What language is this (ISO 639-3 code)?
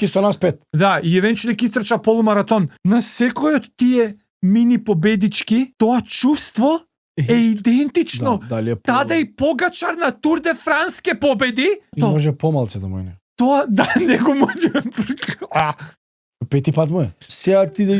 mkd